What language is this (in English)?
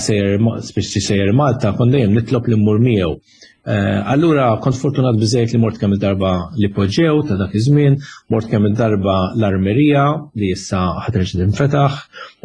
Maltese